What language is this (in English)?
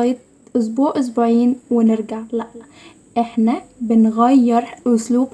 Egyptian Arabic